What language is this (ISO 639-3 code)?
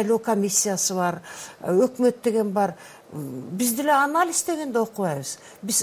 kir